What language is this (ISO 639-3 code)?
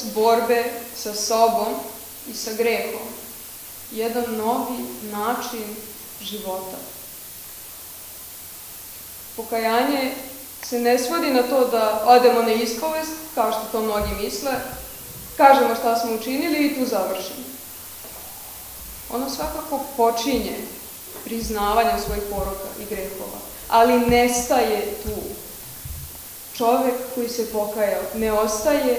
srp